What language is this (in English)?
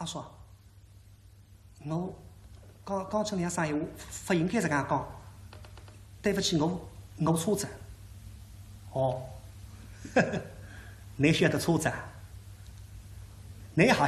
Wu Chinese